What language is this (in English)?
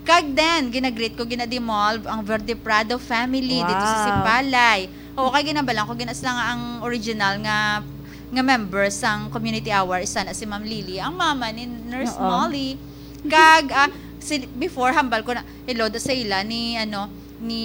Hiligaynon